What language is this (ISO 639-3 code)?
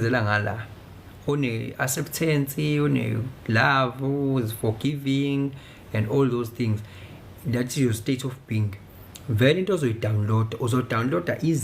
zul